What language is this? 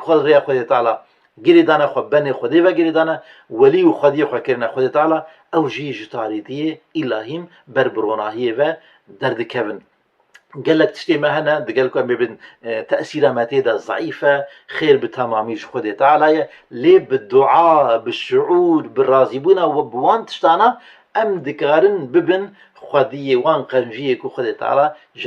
Kurdish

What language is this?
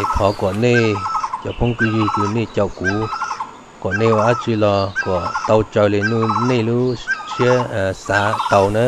Hmong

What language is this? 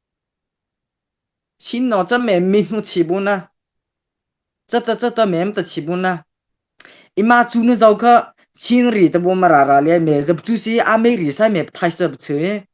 Mara Chin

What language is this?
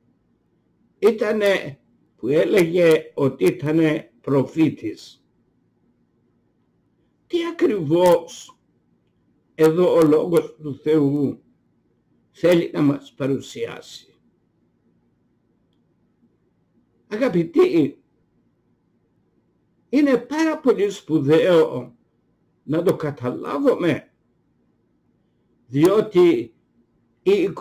Greek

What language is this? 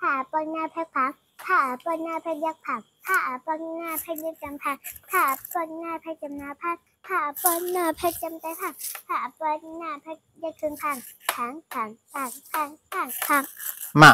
Shan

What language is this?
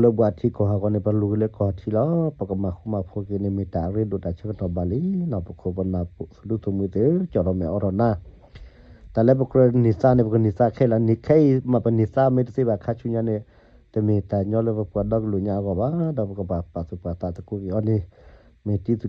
S'gaw Karen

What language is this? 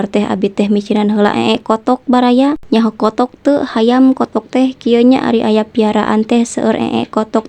Sundanese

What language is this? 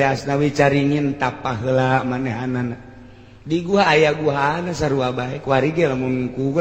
Sundanese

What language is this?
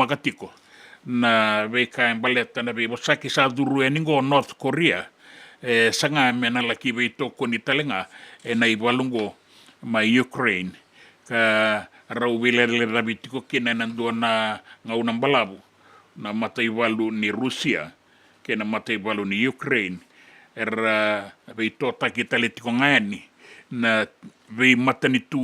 Fijian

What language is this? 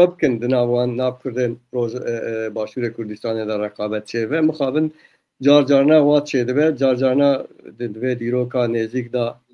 Kurdish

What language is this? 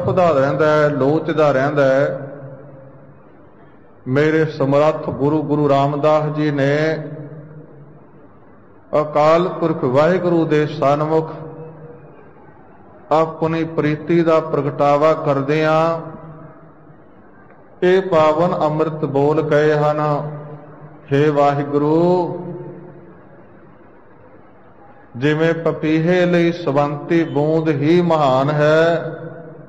Punjabi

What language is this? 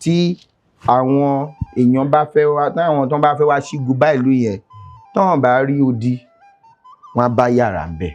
Yoruba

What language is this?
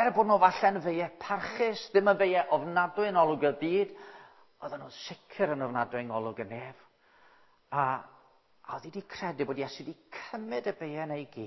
Welsh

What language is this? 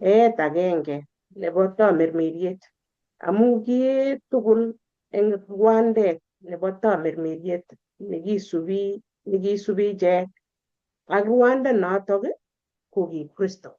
Kalenjin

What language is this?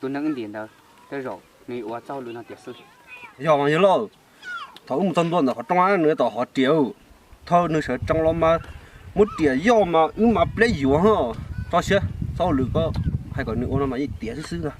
Hmong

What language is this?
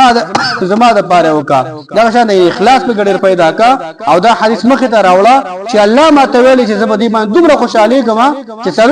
Pashto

